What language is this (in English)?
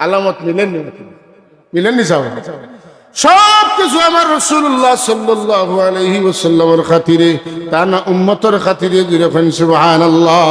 Sylheti